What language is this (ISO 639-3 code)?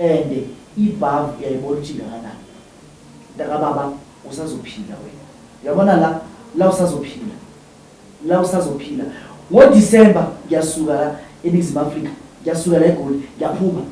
zul